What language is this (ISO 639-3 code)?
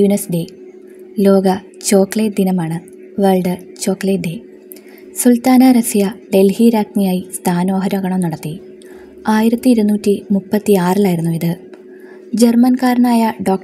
mal